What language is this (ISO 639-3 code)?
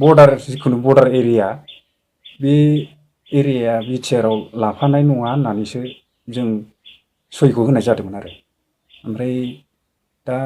brx